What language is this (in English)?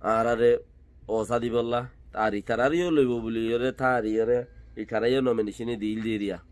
Rohingya